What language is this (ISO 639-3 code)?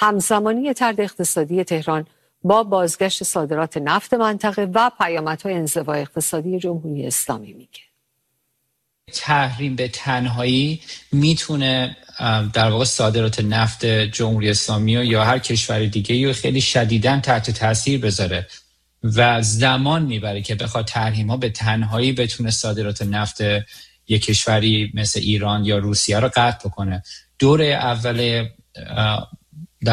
fas